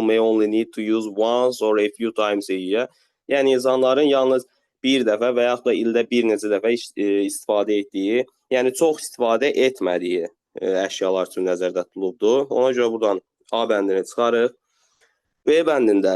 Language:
Azerbaijani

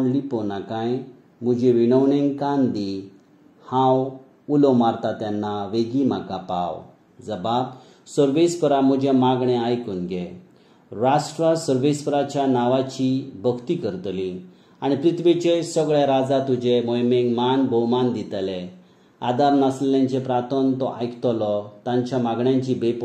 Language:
Konkani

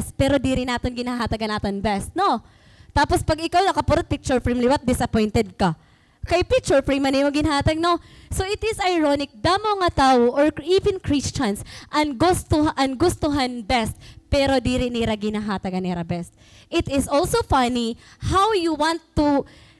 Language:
Waray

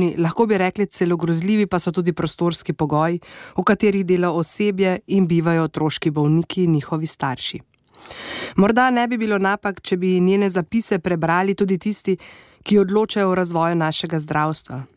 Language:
Slovenian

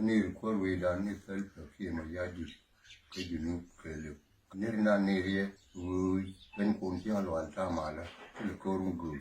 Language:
Nuer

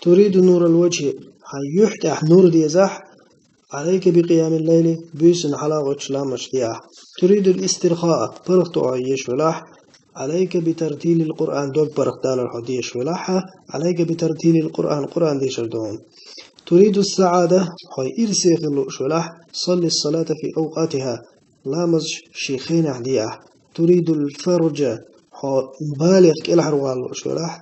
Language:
Chechen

